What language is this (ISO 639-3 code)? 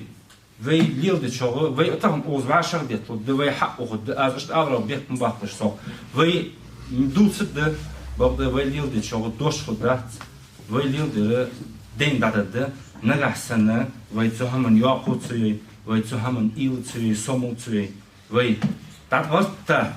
inh